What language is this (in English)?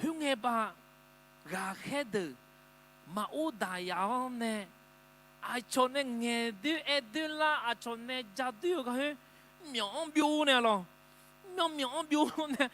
Akha